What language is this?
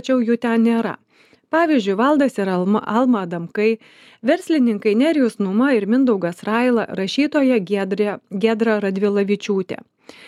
Lithuanian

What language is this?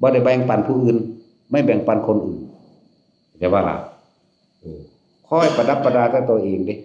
Northeastern Thai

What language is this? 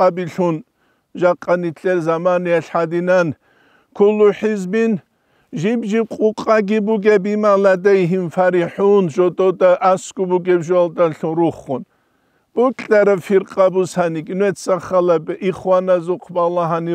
Avaric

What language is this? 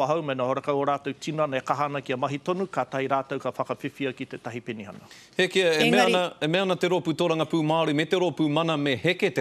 Māori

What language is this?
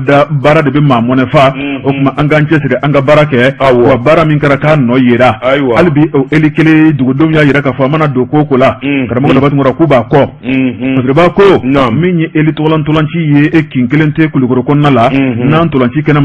Bambara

